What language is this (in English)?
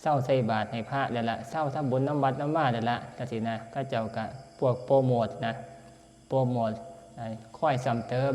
Northeastern Thai